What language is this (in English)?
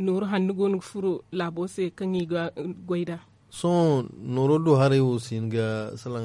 Zarma